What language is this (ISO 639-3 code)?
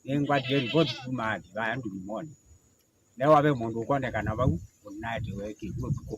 kam